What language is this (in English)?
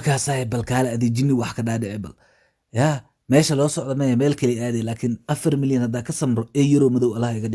Somali